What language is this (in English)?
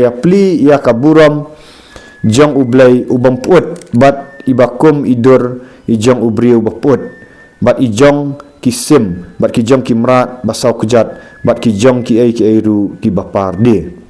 Khasi